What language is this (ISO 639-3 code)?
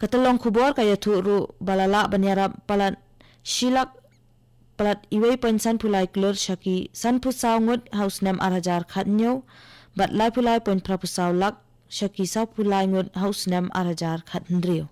kha